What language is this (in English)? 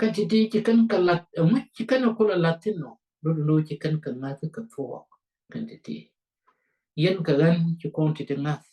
Nuer